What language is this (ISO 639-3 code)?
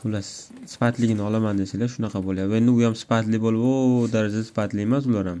uzb